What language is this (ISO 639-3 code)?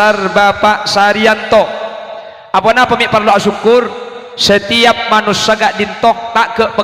mad